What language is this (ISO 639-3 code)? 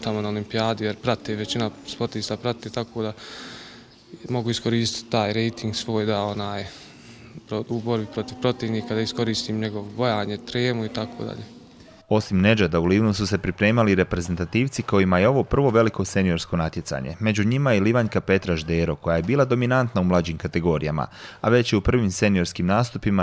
hrv